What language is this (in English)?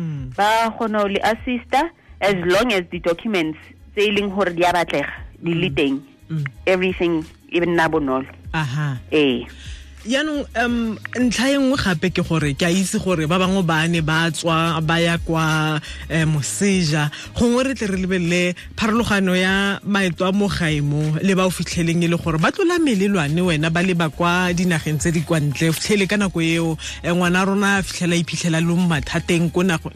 Tswana